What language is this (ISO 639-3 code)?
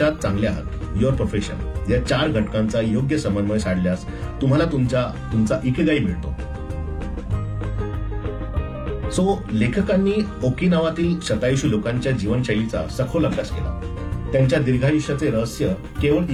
mar